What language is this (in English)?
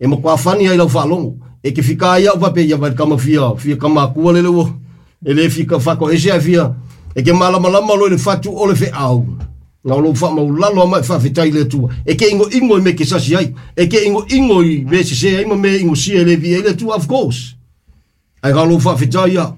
Samoan